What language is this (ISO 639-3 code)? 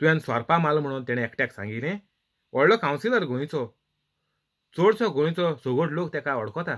kok